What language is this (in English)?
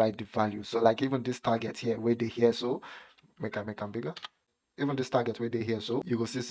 Nigerian Pidgin